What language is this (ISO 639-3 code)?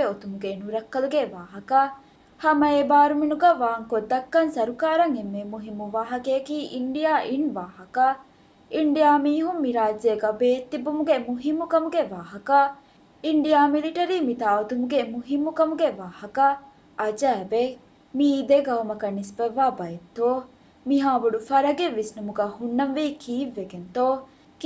div